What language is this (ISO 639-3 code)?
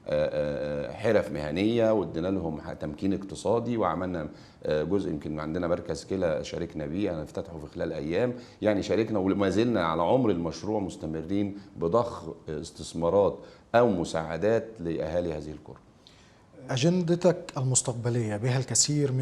arz